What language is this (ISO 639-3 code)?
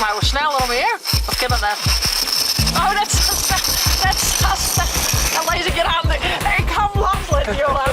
fry